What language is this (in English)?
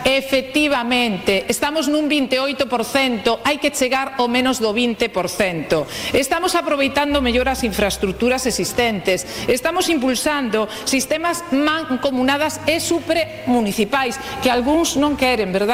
Galician